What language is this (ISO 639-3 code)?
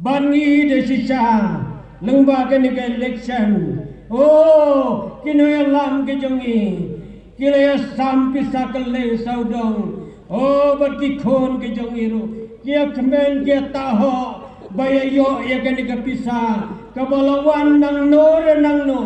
kha